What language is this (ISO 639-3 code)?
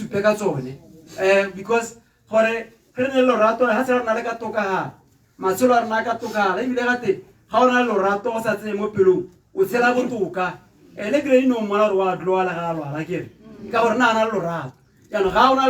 tsn